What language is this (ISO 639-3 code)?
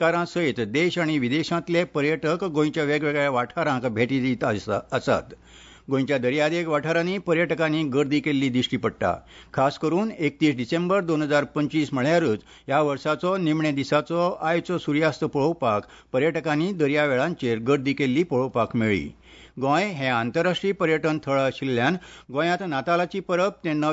kok